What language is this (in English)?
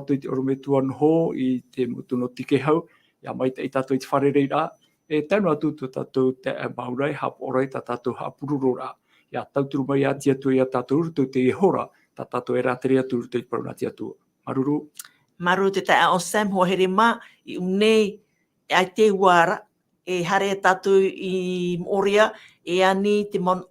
Tahitian